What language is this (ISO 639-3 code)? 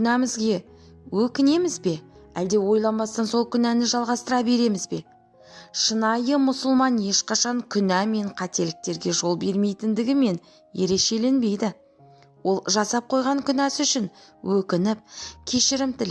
kaz